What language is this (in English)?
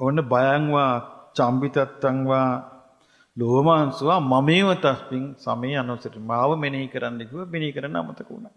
Sinhala